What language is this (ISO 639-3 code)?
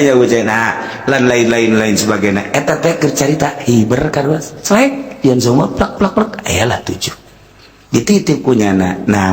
sun